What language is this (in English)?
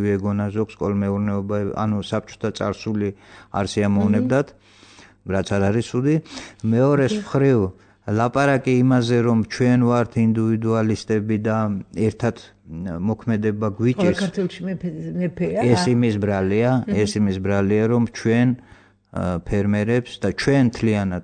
Georgian